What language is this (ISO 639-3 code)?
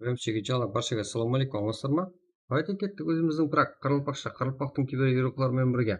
kaa